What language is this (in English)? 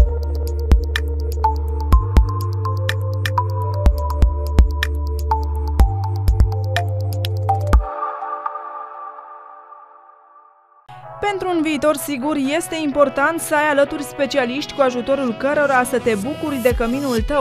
Romanian